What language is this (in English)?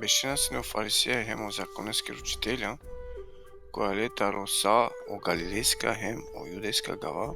Balkan Romani